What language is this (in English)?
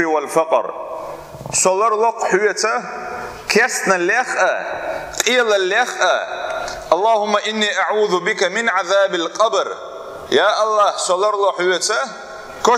Chechen